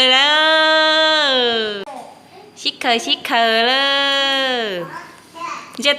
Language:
Hmong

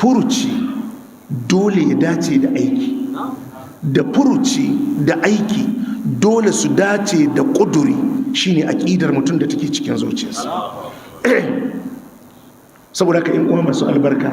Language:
Hausa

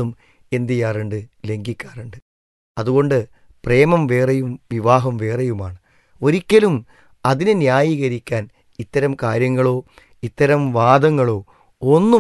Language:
Malayalam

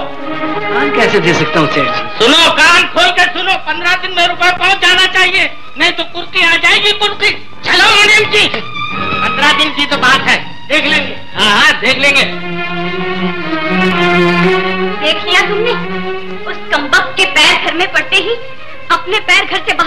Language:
Hindi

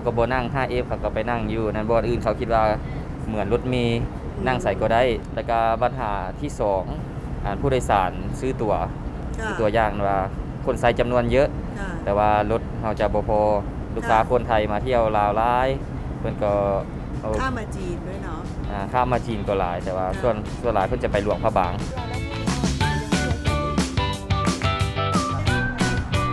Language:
Thai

